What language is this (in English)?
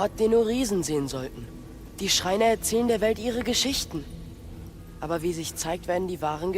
Bavarian